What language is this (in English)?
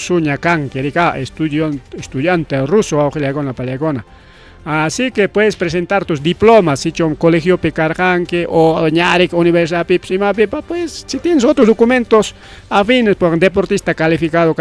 Ayacucho Quechua